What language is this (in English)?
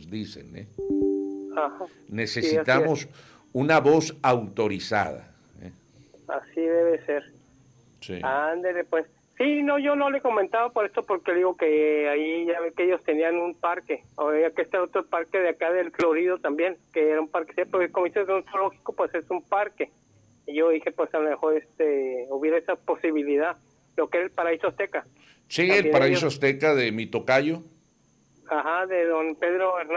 Spanish